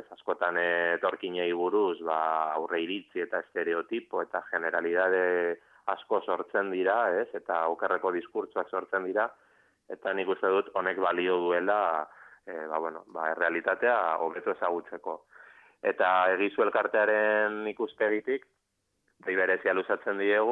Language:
Basque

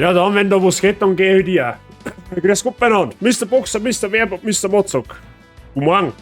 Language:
Bavarian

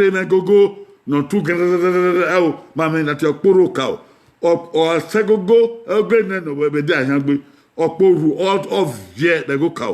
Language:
Bini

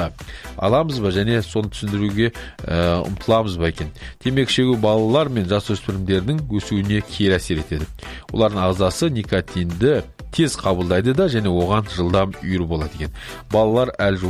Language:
Kazakh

